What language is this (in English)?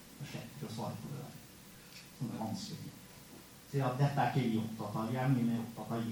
Norwegian